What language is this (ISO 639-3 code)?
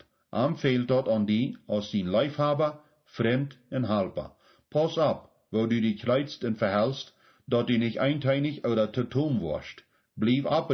pdt